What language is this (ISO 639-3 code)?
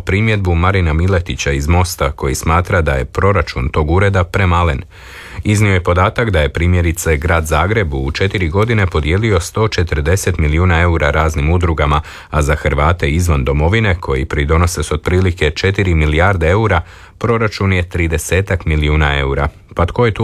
hrv